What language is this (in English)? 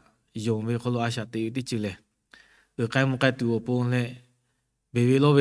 Lahu